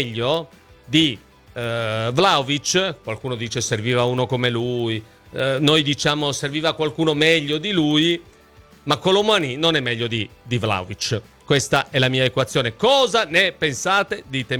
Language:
Italian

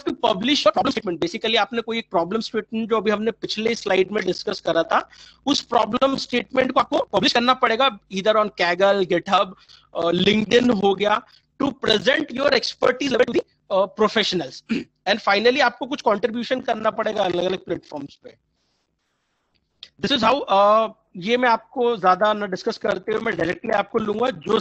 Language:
Hindi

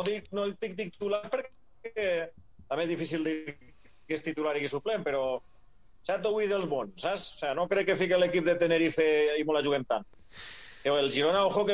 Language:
Catalan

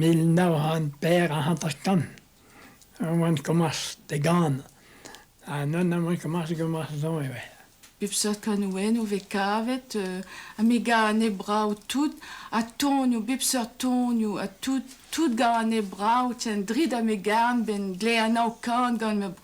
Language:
Breton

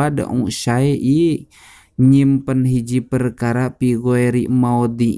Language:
Sundanese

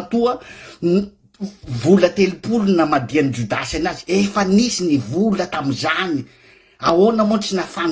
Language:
Malagasy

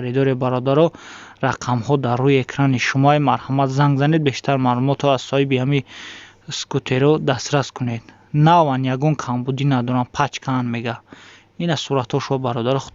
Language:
Tajik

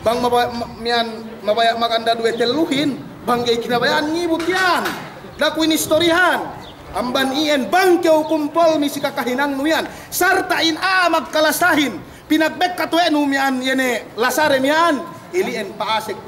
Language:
Yakan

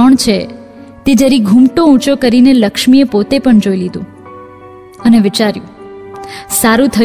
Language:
Gujarati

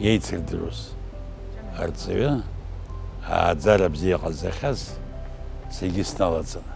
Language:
Abkhazian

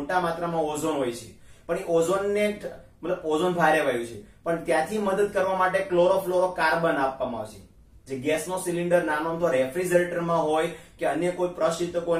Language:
Gujarati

